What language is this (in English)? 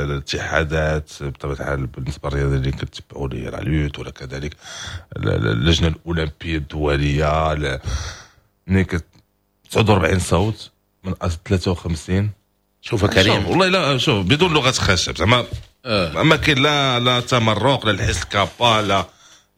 Moroccan Arabic